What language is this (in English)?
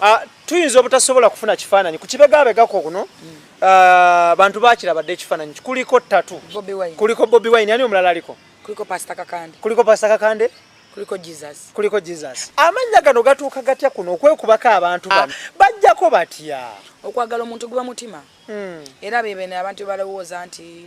Ganda